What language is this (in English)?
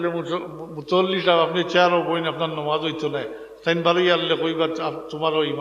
Sylheti